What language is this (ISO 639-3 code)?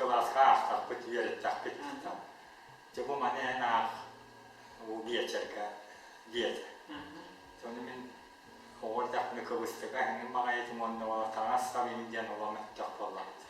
sah